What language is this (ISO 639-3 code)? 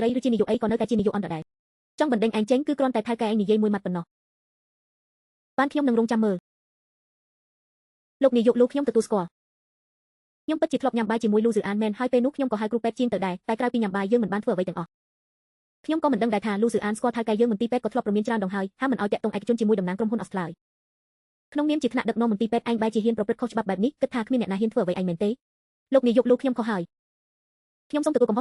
khm